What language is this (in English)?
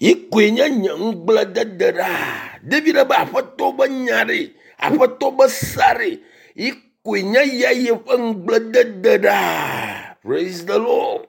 Ewe